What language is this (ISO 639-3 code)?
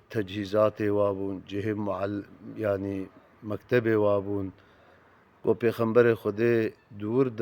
kur